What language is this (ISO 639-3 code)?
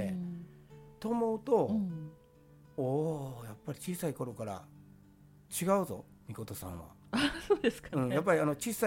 jpn